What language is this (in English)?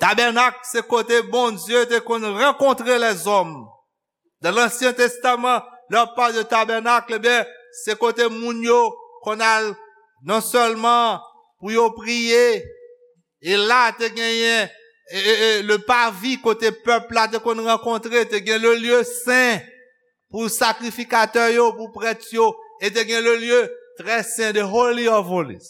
Haitian Creole